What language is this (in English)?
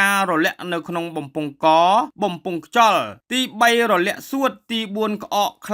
Khmer